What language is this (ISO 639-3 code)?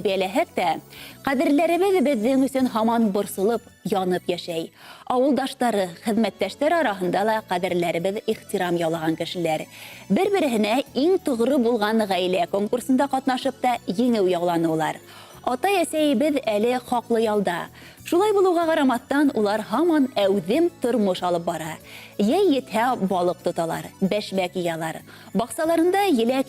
bak